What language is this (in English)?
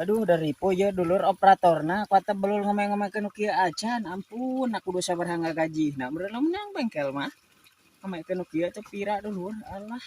Sundanese